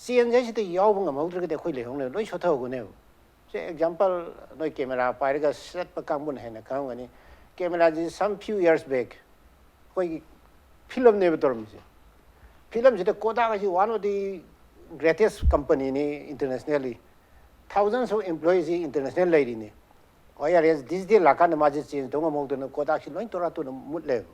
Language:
Manipuri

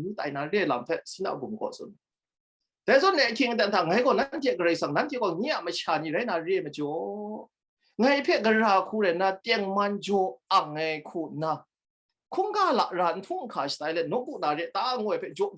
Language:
Kachin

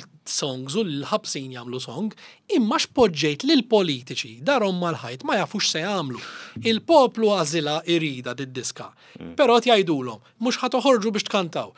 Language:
Maltese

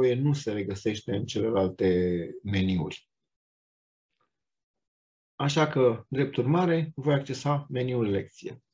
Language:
Romanian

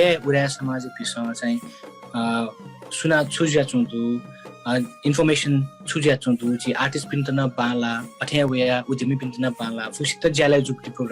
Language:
Newari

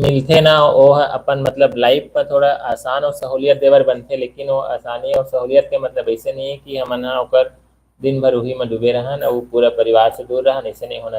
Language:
Chhattisgarhi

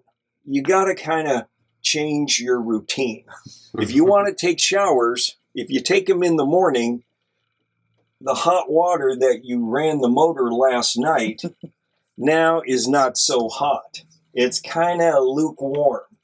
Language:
English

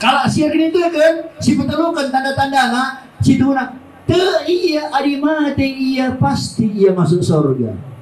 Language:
Batak Karo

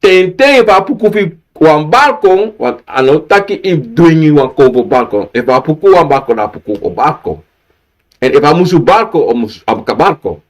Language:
Sranan Tongo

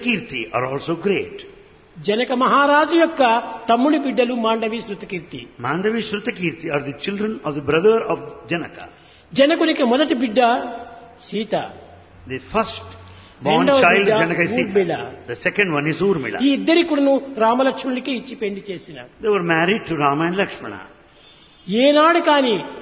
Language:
Telugu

